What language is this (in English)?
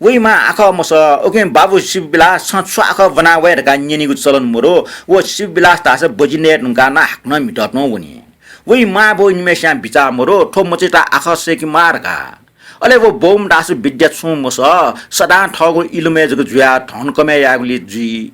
Newari